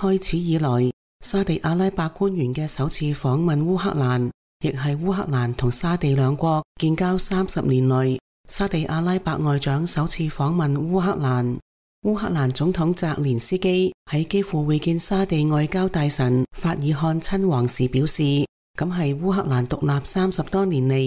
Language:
Cantonese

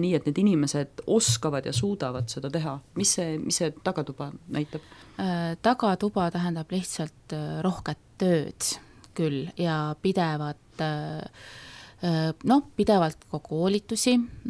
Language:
Estonian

